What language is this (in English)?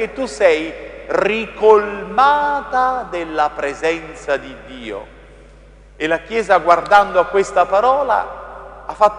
Italian